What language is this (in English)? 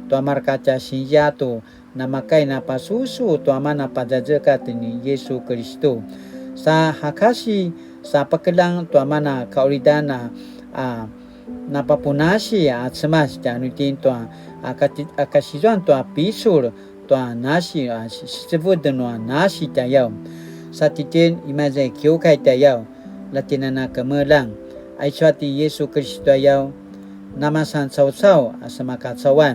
Paiwan